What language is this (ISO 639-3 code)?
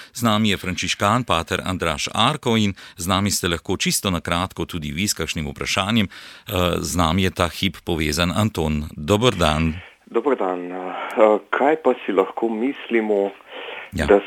slv